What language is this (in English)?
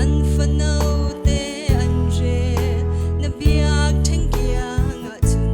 Falam Chin